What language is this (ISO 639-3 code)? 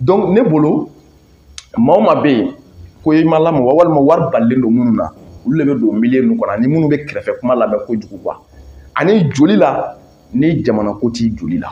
bam